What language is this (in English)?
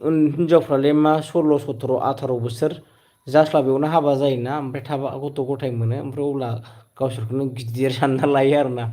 Bodo